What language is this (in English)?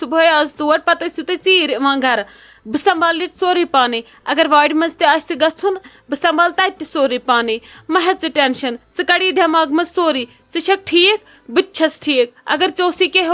Kashmiri